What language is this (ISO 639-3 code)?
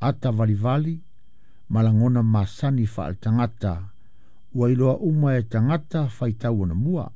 smo